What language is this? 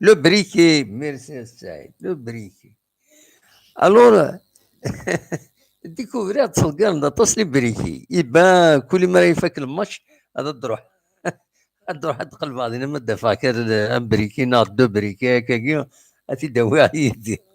Kabyle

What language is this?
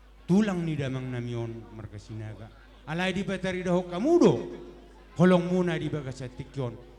Batak Toba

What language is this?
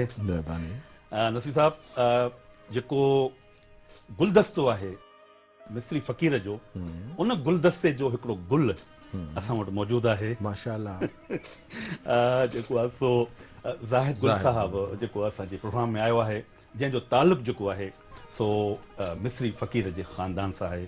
Sindhi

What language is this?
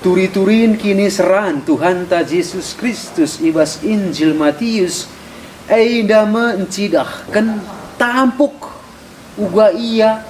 Batak Karo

